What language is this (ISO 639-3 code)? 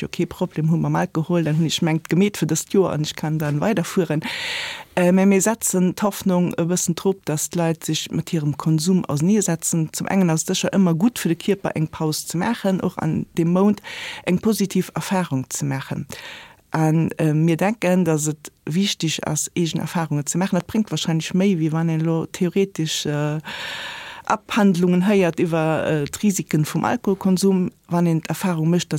ltz